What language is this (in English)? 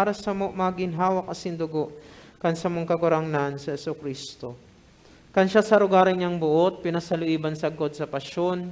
Bikol